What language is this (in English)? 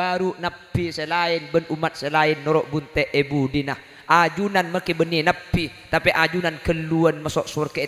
Madurese